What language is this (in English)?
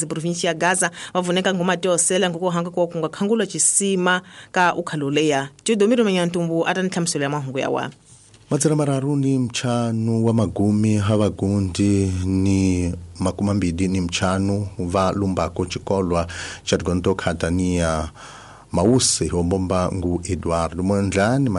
Tsonga